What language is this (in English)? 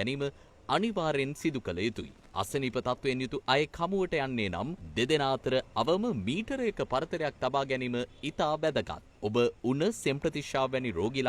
Sinhala